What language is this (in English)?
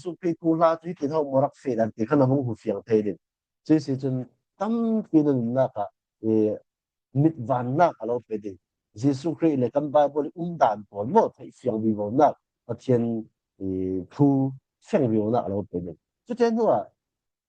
Falam Chin